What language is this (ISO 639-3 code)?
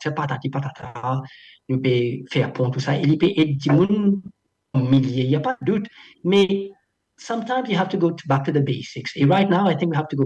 mfe